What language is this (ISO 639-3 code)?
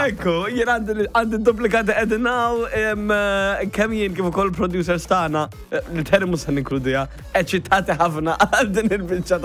mlt